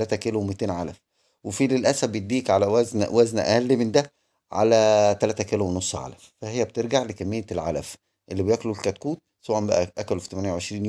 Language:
Egyptian Arabic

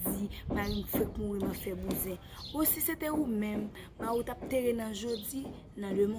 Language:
Haitian Creole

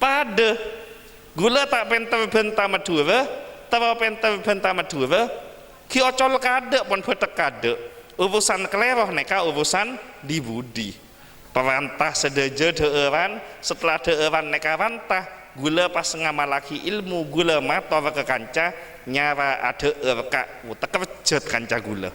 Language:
Madurese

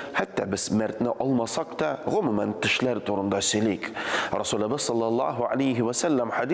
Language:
Tatar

